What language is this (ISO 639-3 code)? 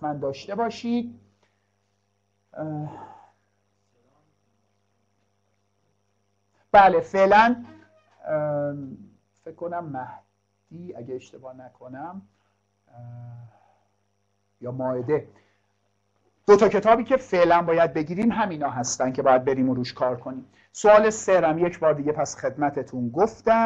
fas